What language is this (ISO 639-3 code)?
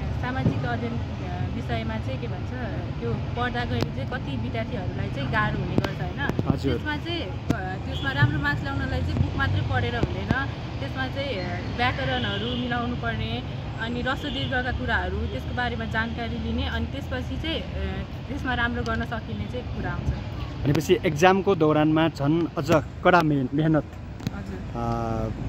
nep